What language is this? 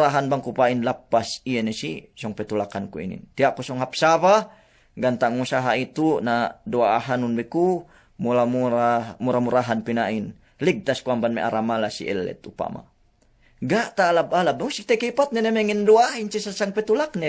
Yakan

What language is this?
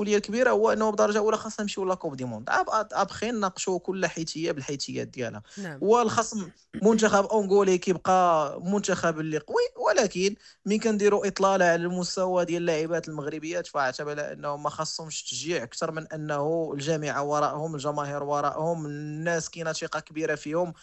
Moroccan Arabic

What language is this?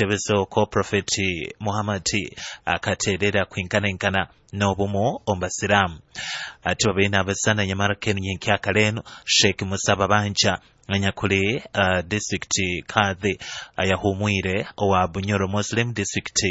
Nyoro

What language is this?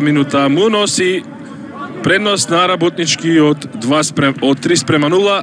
Macedonian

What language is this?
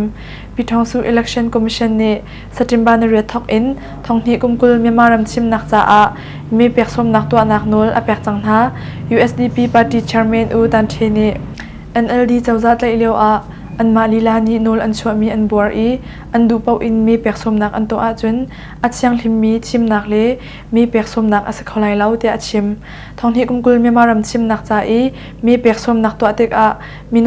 Hakha Chin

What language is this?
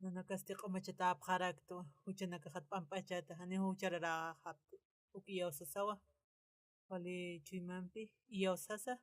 Aymara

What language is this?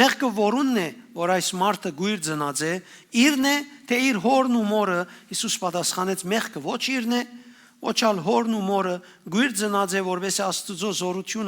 Western Armenian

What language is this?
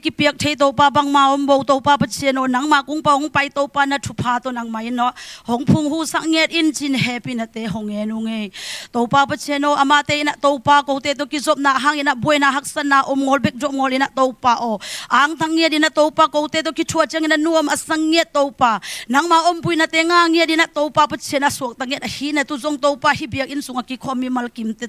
Tedim Chin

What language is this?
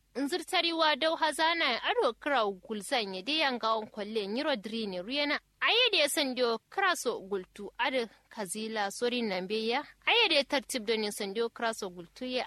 Kanuri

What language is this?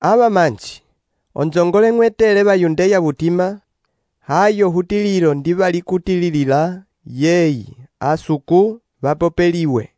Umbundu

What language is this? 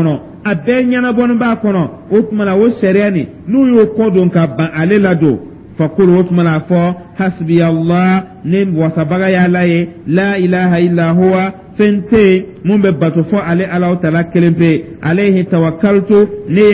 Dyula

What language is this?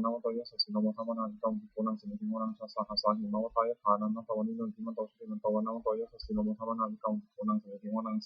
Pali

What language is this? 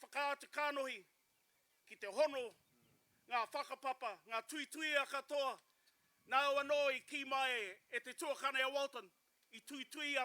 Māori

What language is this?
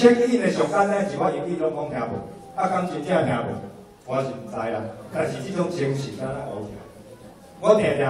Min Nan Chinese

